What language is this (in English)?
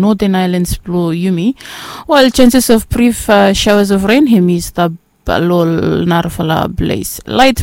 Bislama